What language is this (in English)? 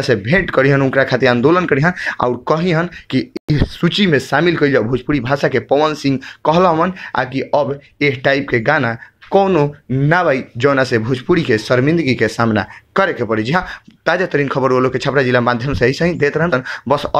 Bhojpuri